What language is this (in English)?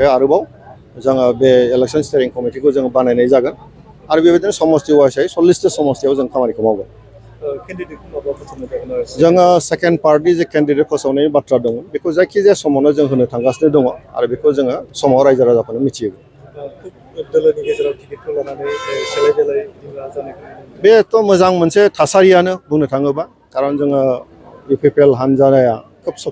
Bodo